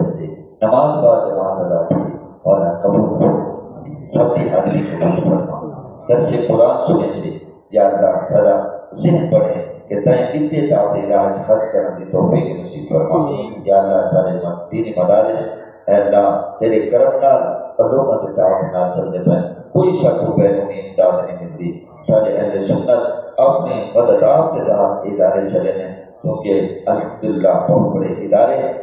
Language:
Saraiki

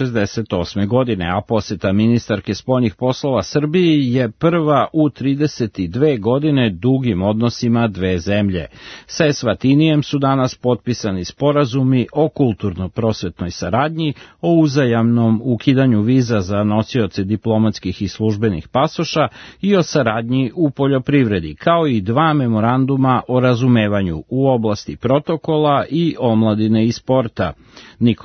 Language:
Serbian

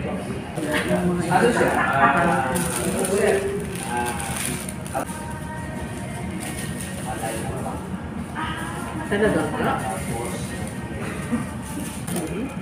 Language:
Filipino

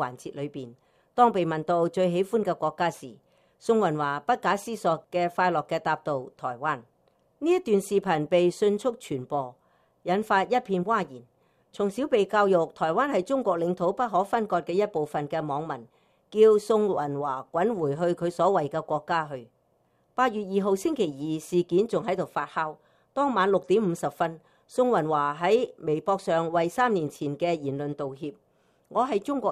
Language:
Cantonese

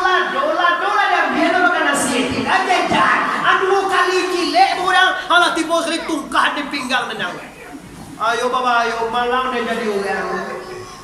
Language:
Minangkabau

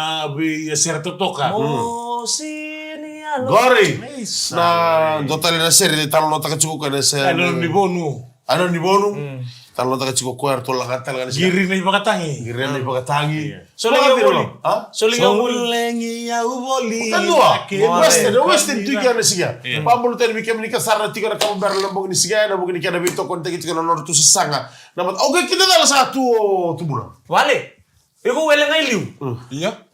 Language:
Fijian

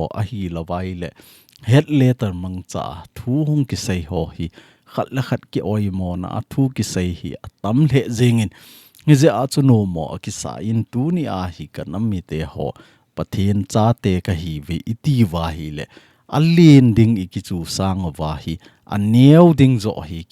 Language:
Thado Chin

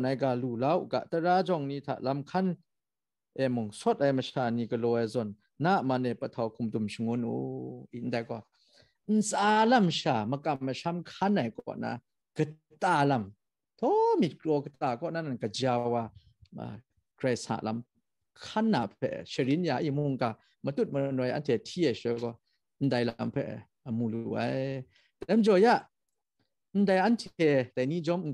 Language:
Kachin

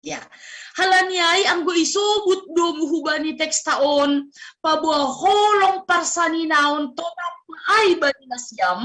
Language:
Batak Simalungun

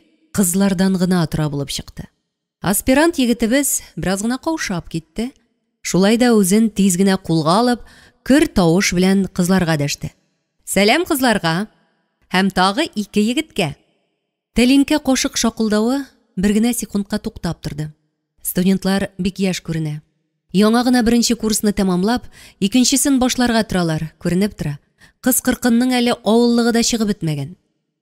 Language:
Tatar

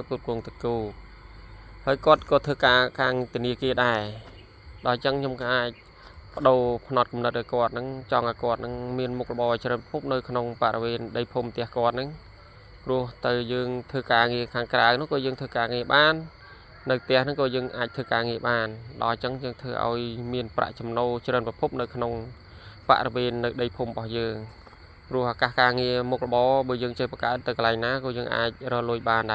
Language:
Khmer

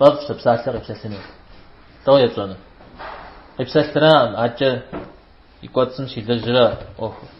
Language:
Kabardian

